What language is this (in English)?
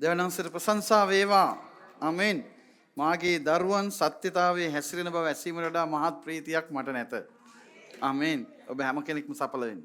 Sinhala